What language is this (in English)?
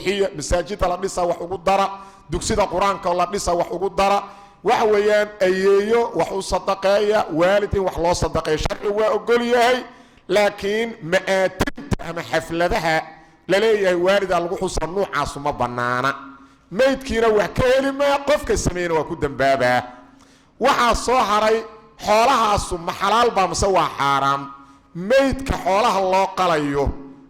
Somali